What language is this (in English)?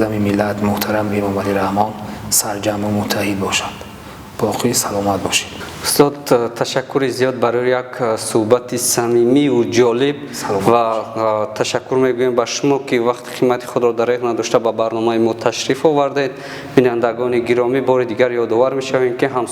Tajik